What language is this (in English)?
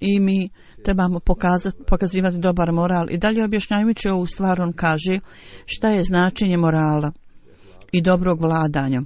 Bosnian